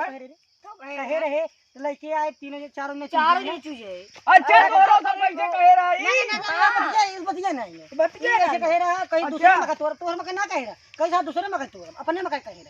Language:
Awadhi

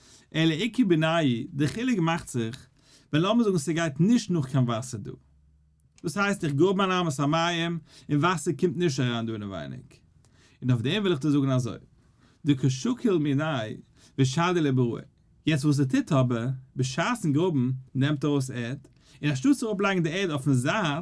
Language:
Yiddish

